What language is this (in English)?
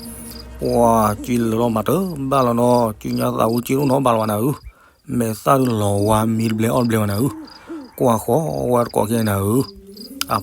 S'gaw Karen